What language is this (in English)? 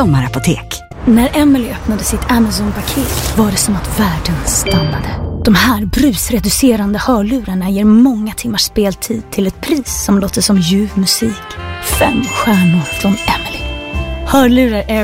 Swedish